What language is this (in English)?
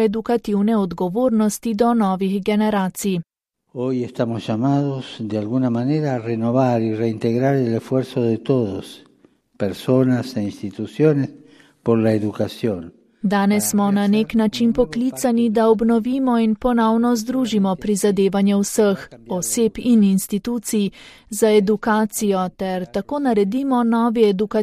Slovenian